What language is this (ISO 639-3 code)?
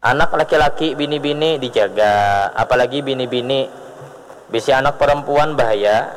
bjn